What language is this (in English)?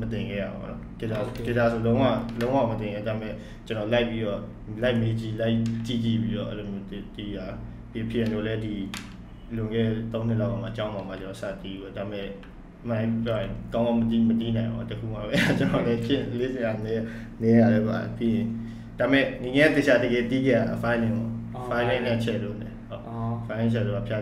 Burmese